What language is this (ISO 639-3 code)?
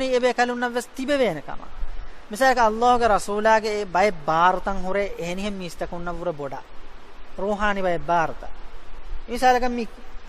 div